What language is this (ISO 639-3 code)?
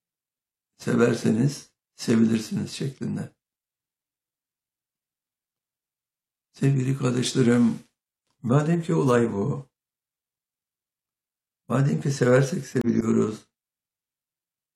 tur